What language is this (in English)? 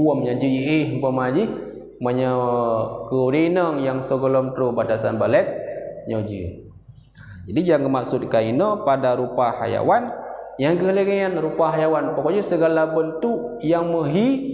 Achinese